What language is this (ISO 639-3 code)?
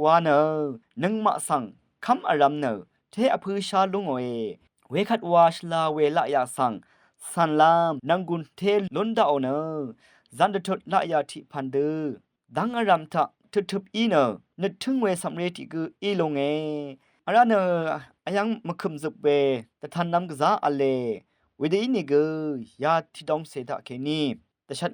raw